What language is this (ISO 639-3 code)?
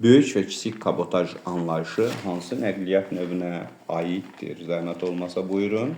aze